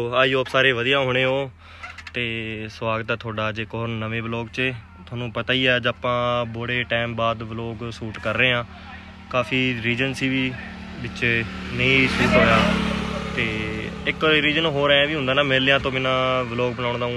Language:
Punjabi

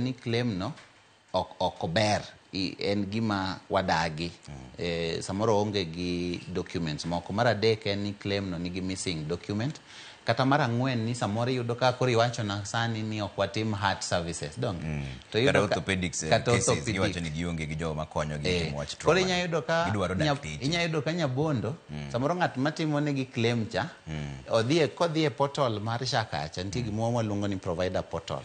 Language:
Luo (Kenya and Tanzania)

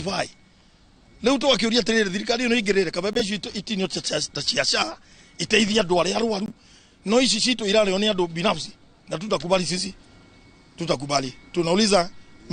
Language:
Kikuyu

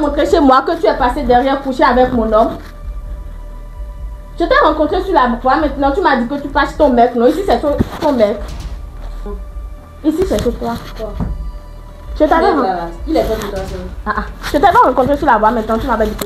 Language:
French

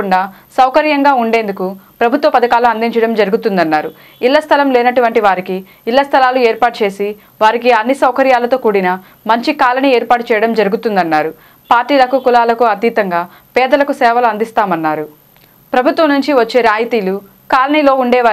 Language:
Telugu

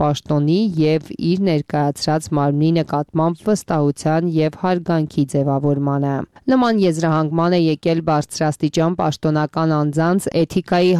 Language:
Armenian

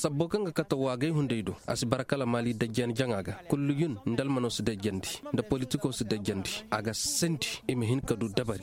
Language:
Koyraboro Senni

